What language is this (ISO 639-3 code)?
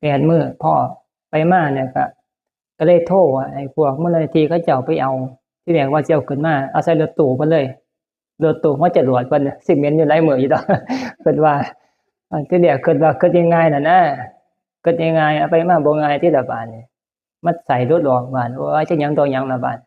tts